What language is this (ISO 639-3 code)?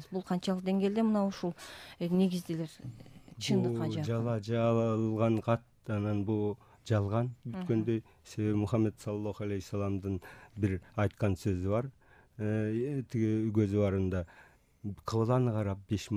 kir